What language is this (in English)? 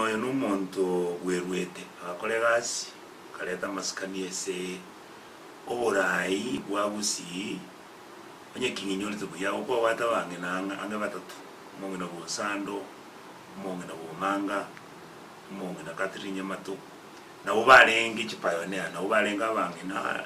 Gusii